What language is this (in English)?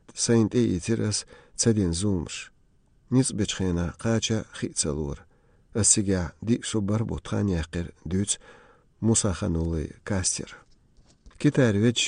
Chechen